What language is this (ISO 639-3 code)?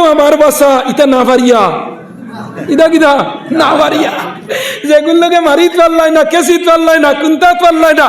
syl